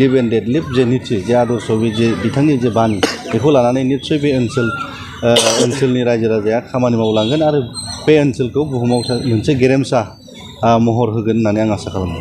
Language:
Bodo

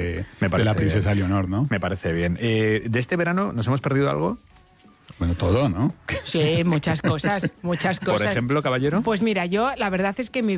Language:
Spanish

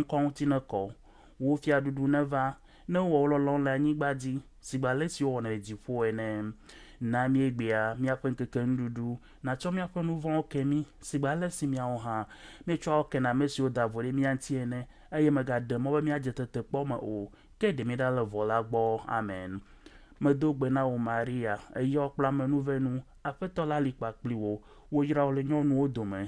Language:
Ewe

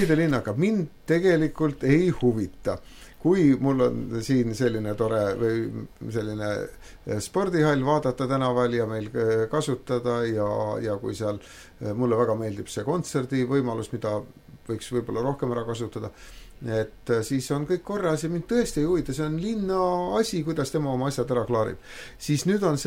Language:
Estonian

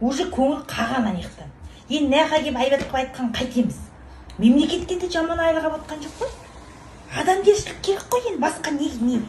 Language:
Kazakh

